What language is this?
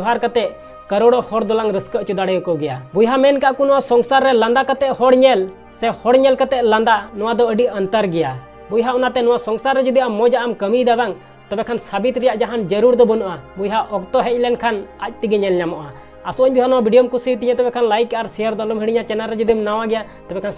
Santali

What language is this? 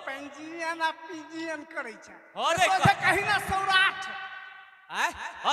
Maithili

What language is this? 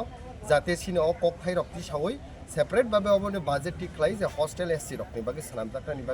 Kok Borok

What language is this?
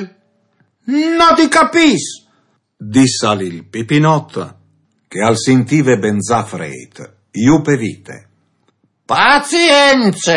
Friulian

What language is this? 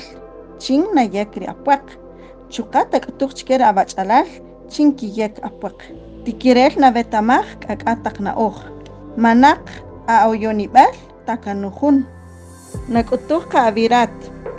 Kaqchikel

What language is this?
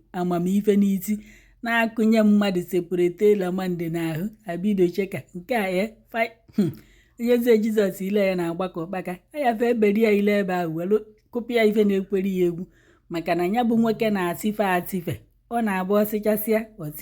Igbo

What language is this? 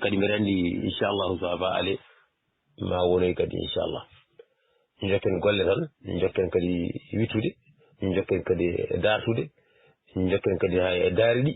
Fula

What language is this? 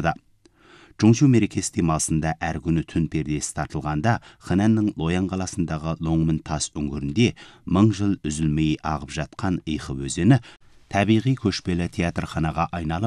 Kazakh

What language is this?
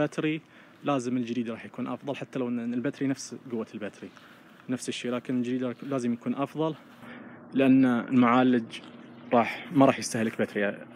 Najdi Arabic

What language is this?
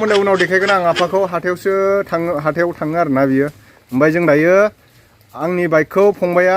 Bodo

